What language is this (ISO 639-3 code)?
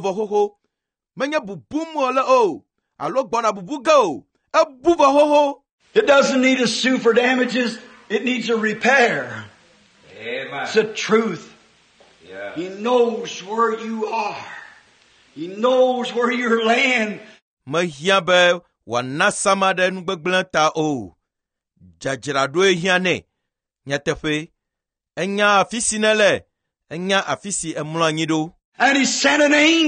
ewe